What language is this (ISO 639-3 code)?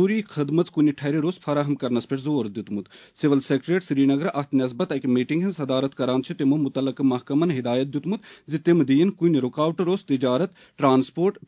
kas